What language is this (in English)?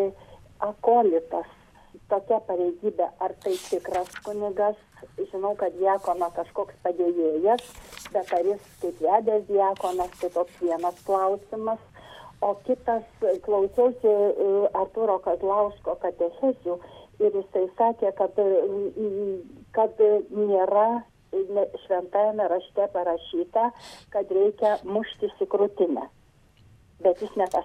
Lithuanian